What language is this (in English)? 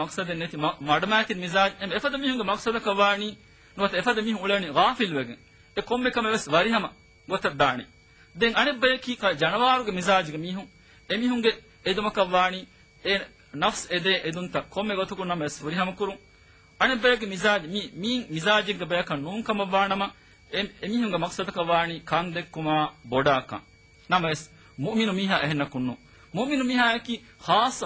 Divehi